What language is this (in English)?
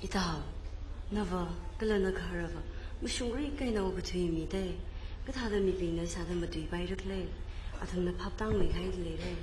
Tangkhul Naga (India)